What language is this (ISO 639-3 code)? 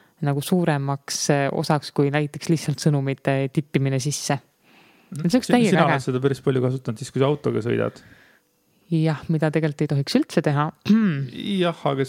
est